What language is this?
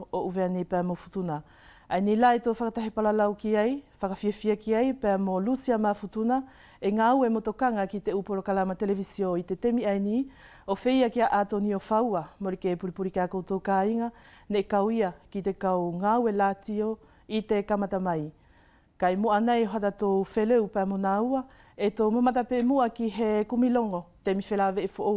Wallisian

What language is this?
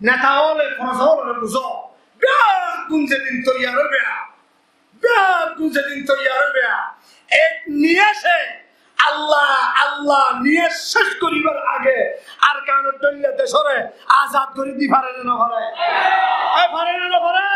Rohingya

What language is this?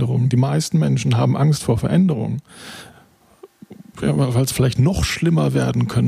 German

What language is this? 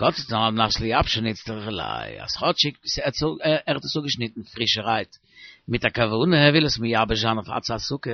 Yiddish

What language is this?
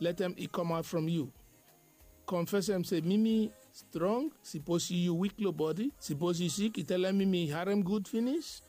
Bislama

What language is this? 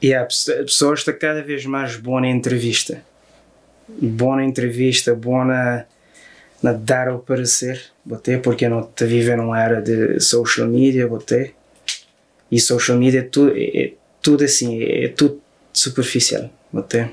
Kabuverdianu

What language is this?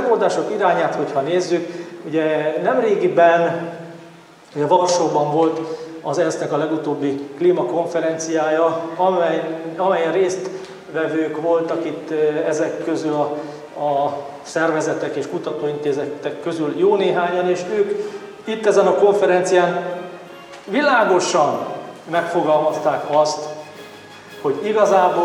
Hungarian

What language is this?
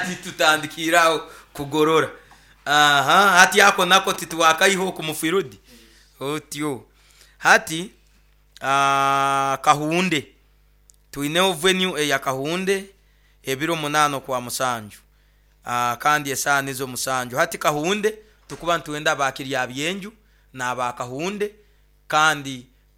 Nyoro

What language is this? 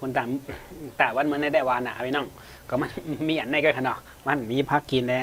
Shan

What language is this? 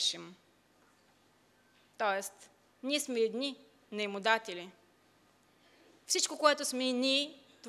Bulgarian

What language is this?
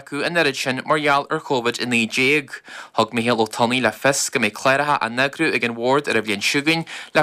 Irish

